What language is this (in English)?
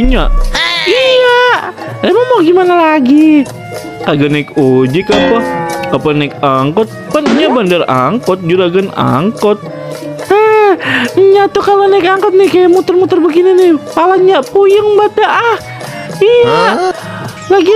Betawi